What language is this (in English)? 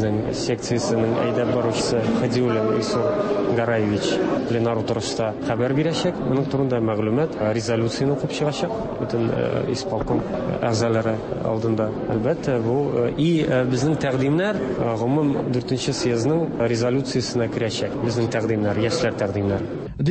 Tatar